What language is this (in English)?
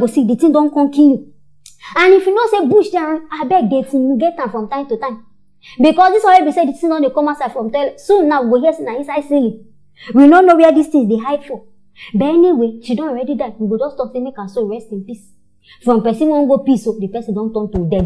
Nigerian Pidgin